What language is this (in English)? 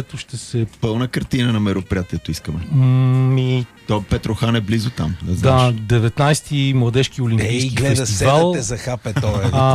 Bulgarian